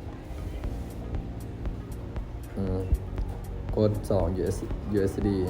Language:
Lao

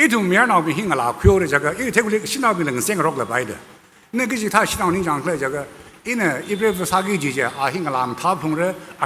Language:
Tangkhul Naga (India)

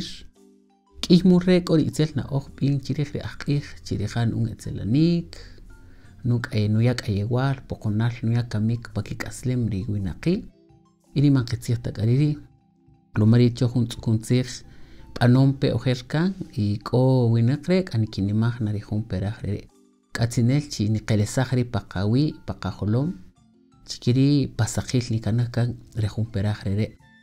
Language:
Kaqchikel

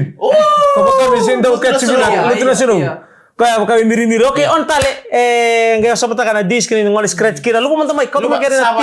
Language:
Fijian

